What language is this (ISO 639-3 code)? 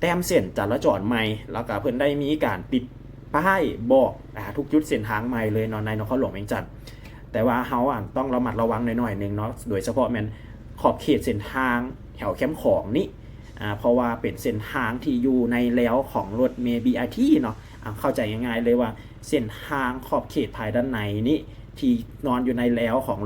lao